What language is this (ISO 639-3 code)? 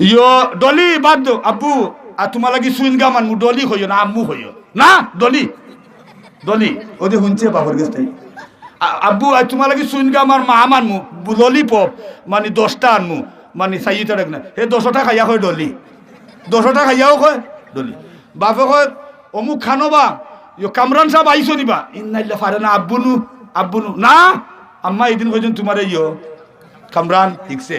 syl